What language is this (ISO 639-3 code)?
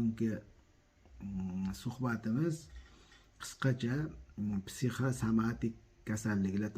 uzb